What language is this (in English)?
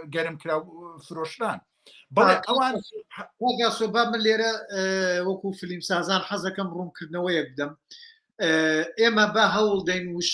Central Kurdish